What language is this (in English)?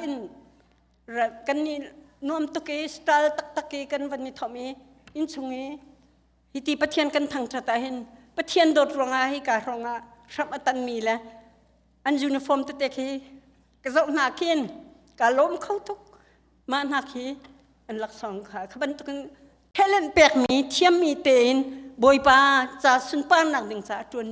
Hakha Chin